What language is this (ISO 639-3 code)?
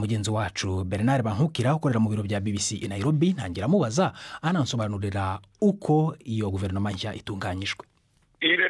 kin